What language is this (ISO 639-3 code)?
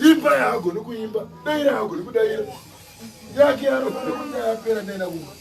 sna